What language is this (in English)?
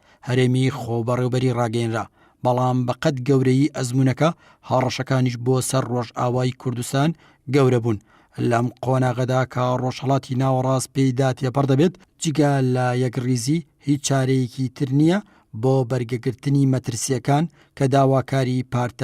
Central Kurdish